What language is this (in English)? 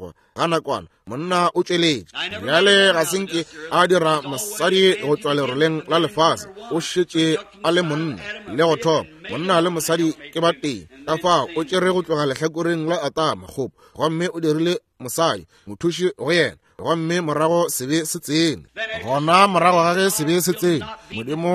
Northern Sotho